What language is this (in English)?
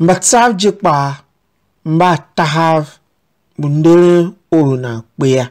Tiv